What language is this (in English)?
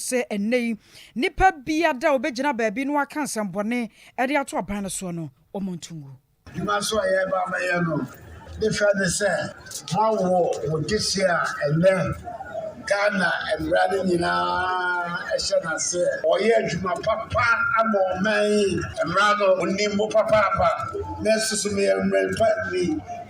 Akan